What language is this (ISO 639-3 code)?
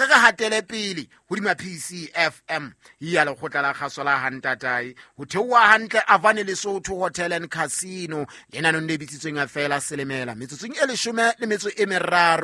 sot